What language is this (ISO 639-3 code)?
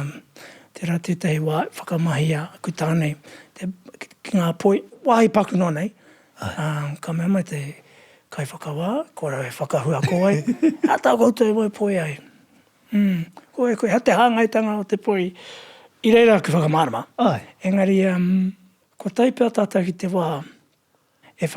mri